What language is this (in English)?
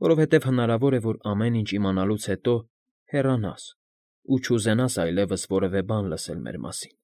Armenian